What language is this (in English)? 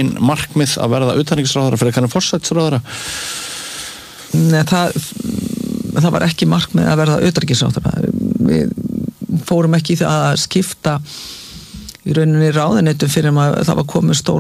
Icelandic